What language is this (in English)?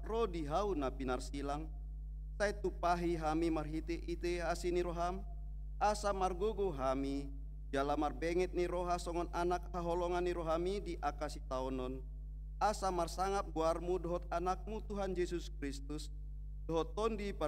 Batak Toba